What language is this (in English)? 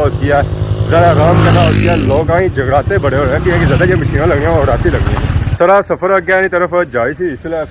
Pahari-Potwari